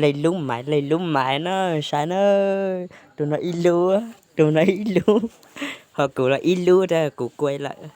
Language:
Hmong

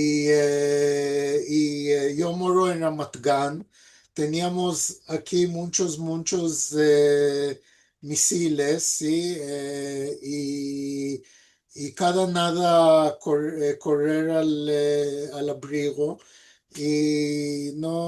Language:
Ladino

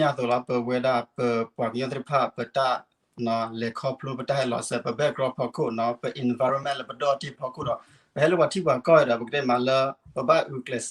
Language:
S'gaw Karen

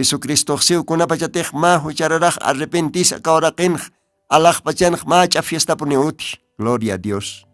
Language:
Aymara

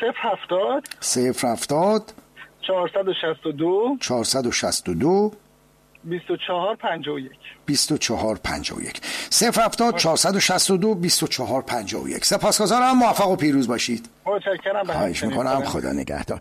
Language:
Persian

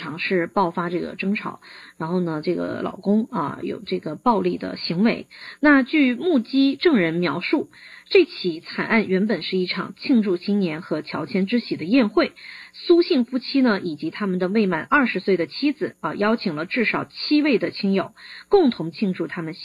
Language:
Chinese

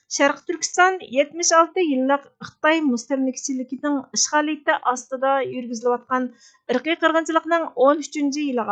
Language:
Uyghur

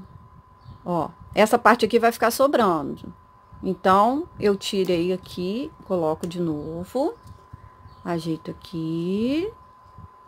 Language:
Portuguese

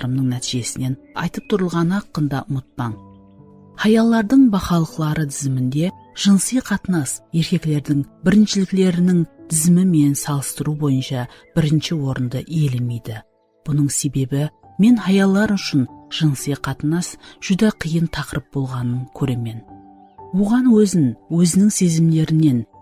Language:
Kara-Kalpak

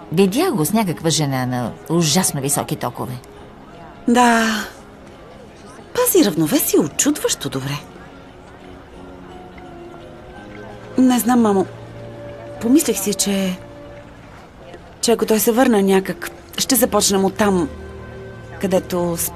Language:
Bulgarian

